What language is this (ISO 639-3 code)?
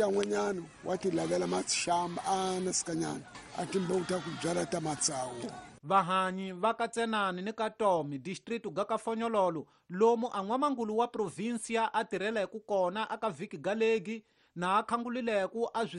tso